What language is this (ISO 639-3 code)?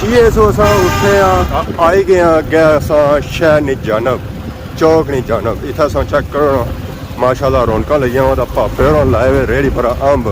phr